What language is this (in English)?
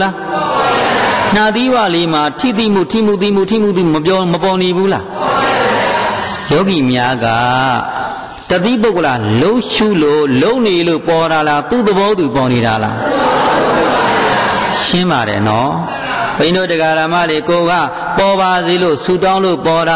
Burmese